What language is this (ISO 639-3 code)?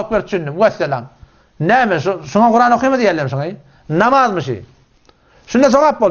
tuk